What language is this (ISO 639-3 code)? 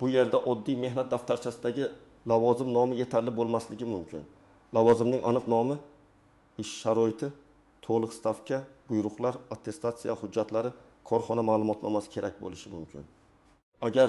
uzb